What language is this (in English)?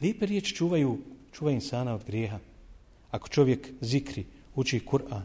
Bosnian